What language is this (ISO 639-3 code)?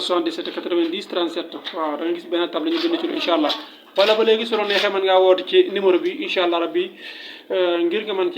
wol